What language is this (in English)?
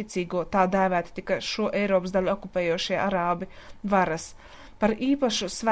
Latvian